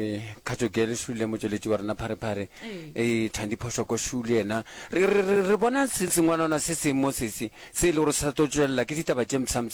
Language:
Northern Sotho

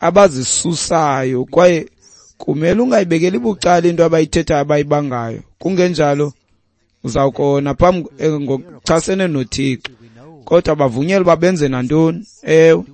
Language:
Xhosa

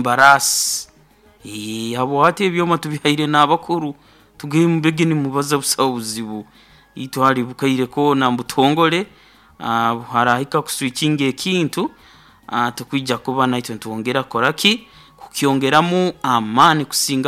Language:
Nyoro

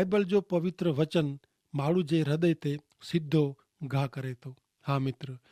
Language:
Kachhi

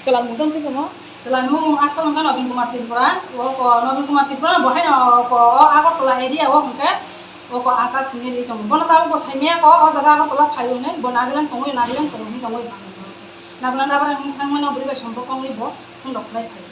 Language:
Riang (India)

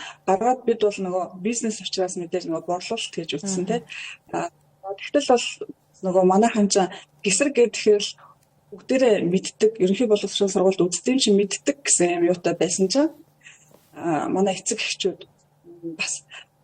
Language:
Mongolian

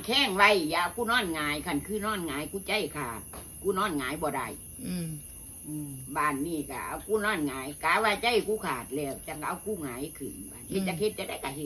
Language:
Northeastern Thai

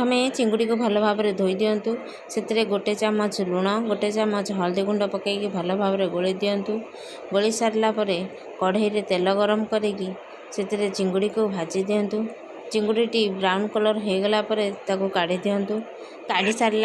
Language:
Odia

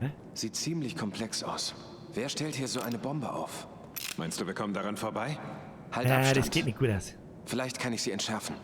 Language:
Bavarian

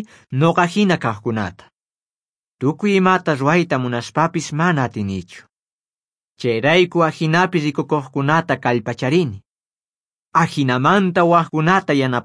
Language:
South Bolivian Quechua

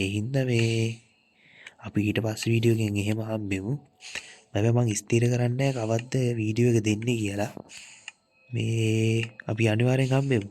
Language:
Sinhala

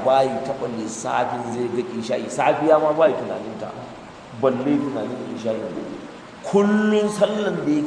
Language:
Hausa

